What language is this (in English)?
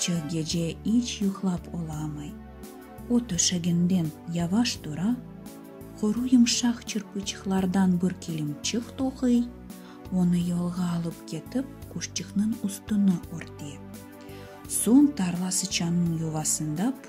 Crimean Tatar